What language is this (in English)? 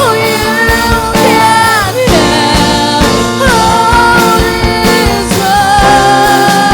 Waray